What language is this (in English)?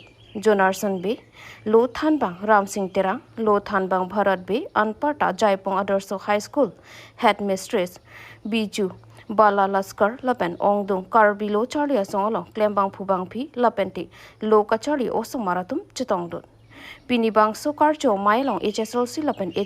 Karbi